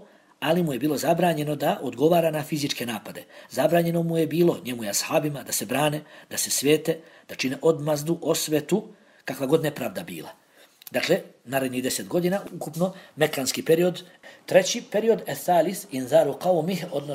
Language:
Bosnian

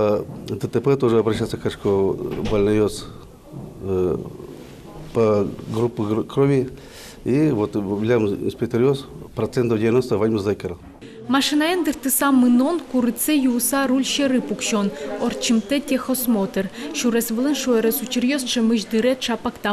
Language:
Udmurt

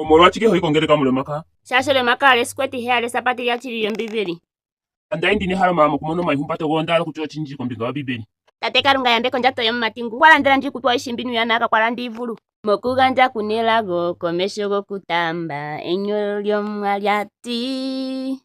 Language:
Ndonga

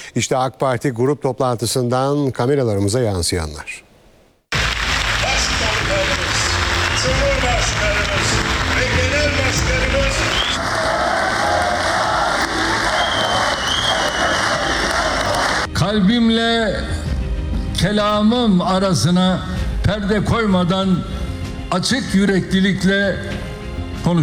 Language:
Turkish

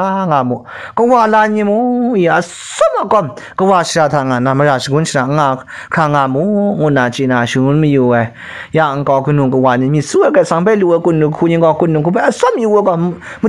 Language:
Kachin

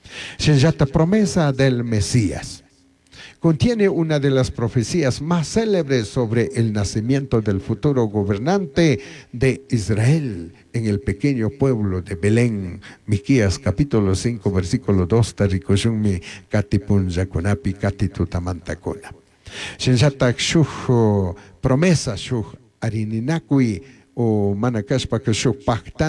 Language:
Chimborazo Highland Quichua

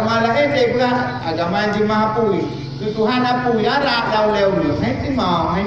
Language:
Achinese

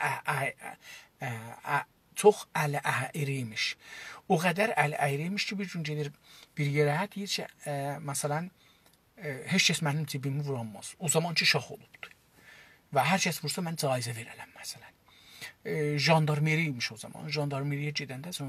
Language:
South Azerbaijani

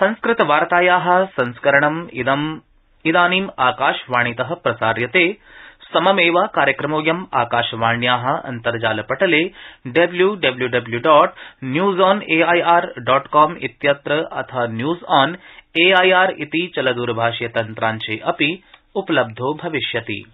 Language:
Sanskrit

